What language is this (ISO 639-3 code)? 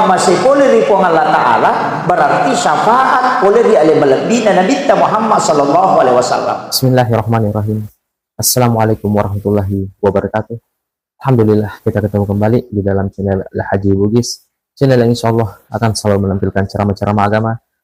bug